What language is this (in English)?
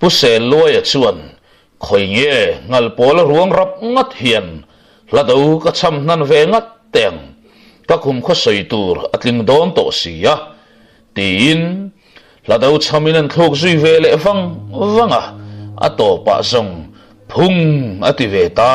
Mizo